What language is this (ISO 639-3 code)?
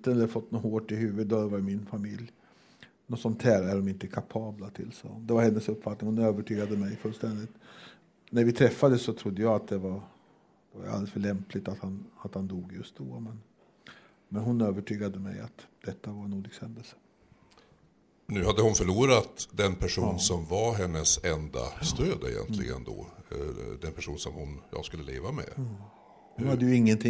swe